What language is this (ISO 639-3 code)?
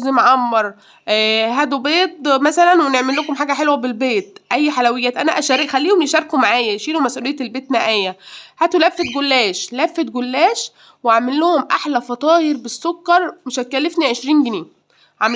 arz